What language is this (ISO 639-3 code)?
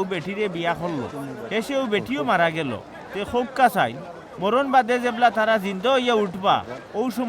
syl